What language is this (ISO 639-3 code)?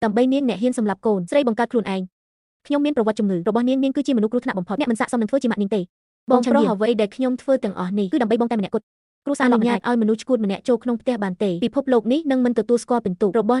khm